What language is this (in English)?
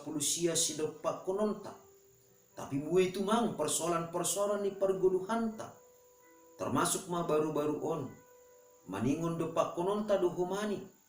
Batak Simalungun